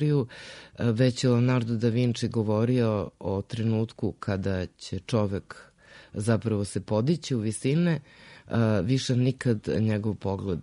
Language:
Serbian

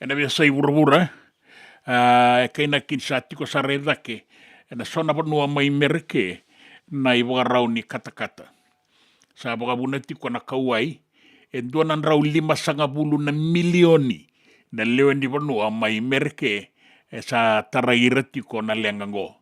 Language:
Fijian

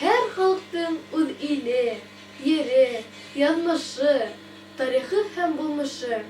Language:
Bashkir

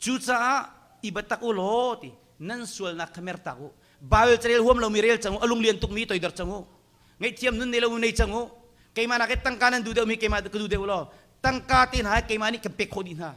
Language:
Hakha Chin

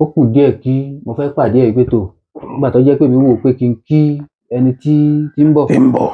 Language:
Yoruba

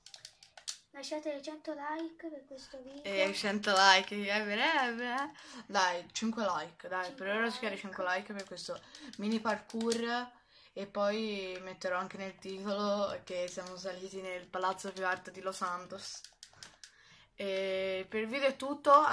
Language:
Italian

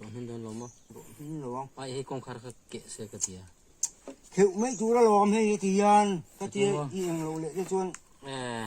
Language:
Mizo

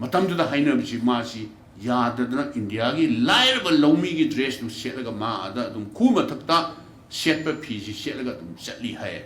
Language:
Manipuri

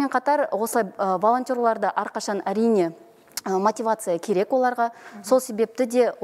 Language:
Kazakh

